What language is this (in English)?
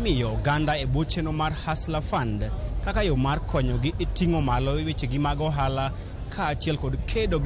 Luo (Kenya and Tanzania)